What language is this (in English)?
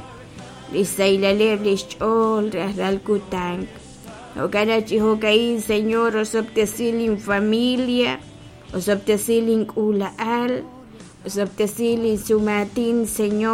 Kekchí